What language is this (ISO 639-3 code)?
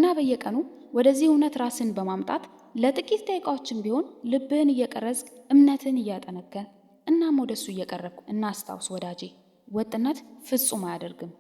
amh